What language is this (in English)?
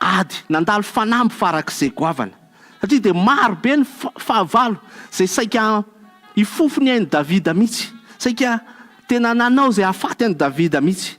Malagasy